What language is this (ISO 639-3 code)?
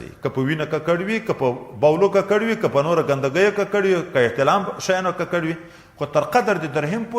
pus